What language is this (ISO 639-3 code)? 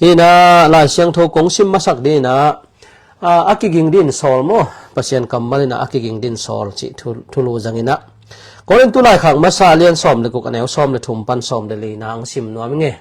ctd